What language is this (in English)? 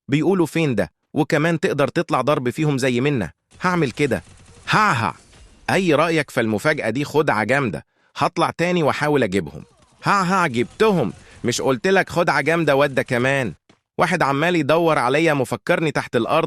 Egyptian Arabic